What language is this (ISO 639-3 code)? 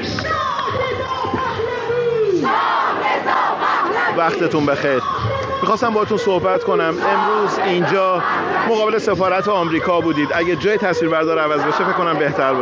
fas